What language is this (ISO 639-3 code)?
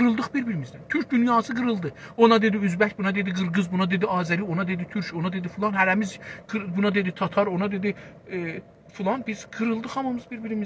azb